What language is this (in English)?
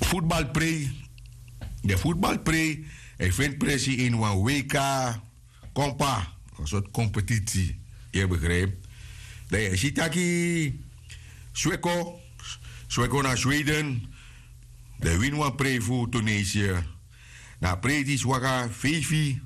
Sranan Tongo